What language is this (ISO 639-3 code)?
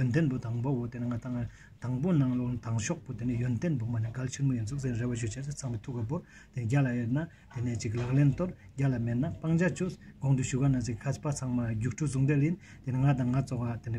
bod